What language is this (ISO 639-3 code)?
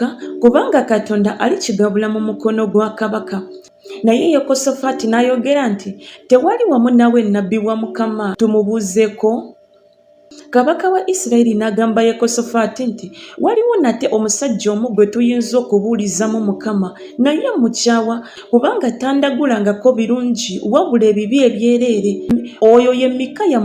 lug